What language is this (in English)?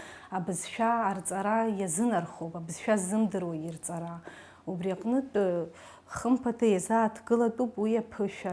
Abkhazian